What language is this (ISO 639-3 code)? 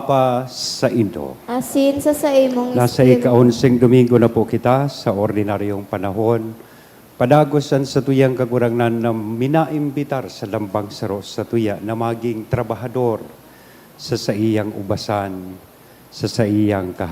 bik